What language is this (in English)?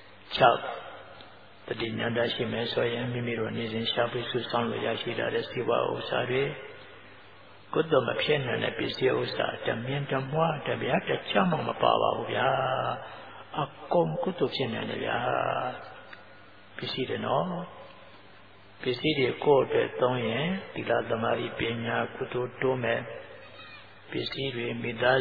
Burmese